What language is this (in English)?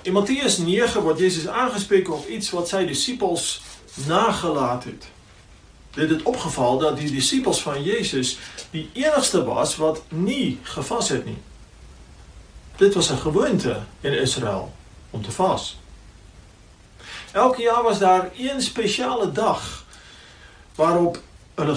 Afrikaans